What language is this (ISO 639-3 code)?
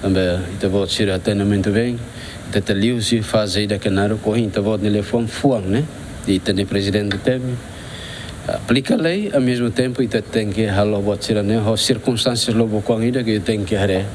tet